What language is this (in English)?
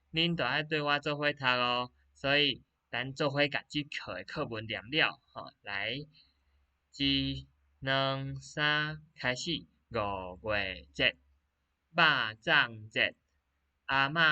Min Nan Chinese